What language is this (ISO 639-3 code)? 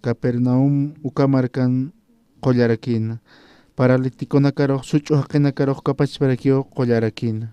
aym